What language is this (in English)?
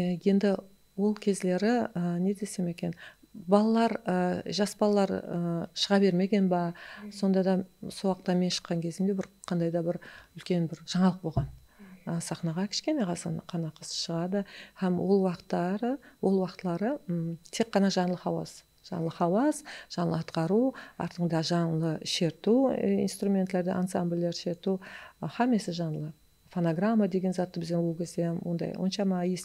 Kara-Kalpak